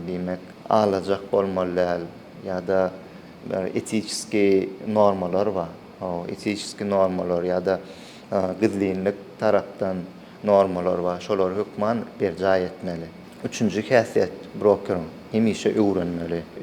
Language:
Turkmen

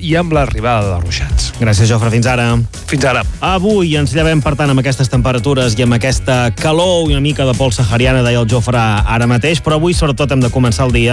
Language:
Catalan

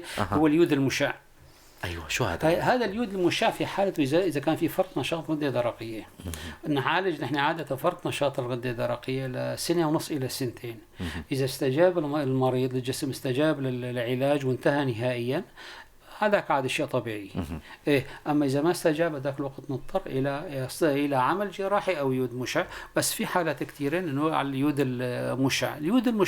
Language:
North Levantine Arabic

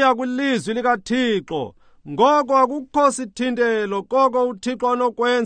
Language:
Xhosa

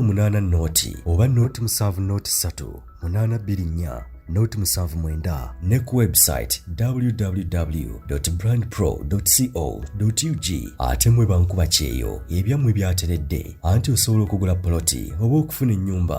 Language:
Ganda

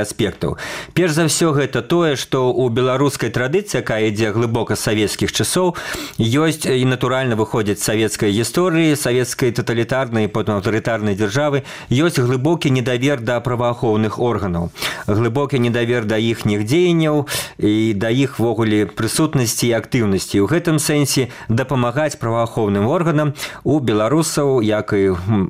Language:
Belarusian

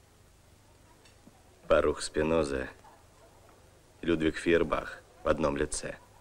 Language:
Russian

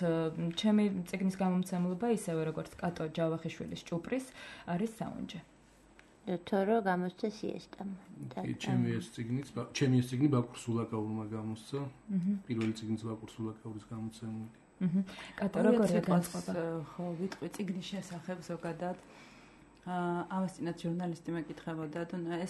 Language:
Georgian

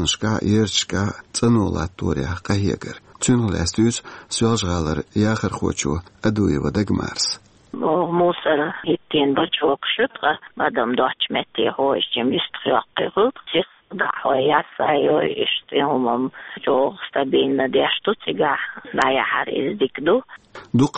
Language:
Chechen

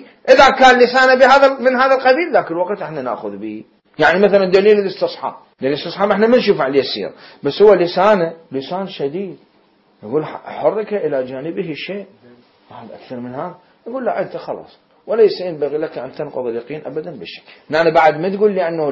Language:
Mesopotamian Arabic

